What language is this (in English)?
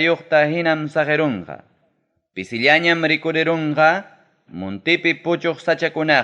Ayacucho Quechua